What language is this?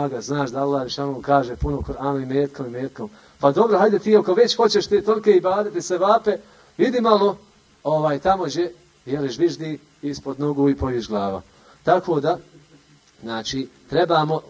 Bosnian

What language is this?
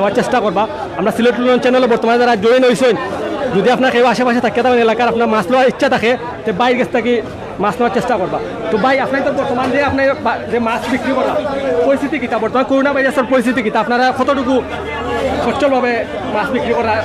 Sylheti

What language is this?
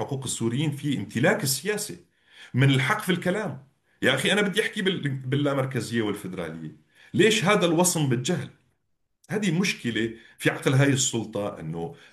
North Levantine Arabic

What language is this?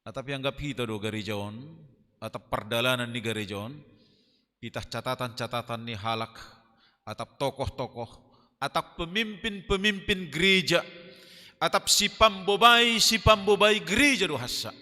Batak Simalungun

